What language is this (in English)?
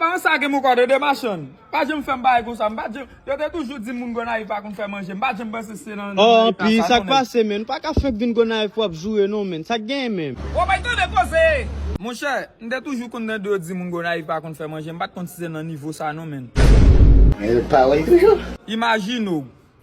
Haitian Creole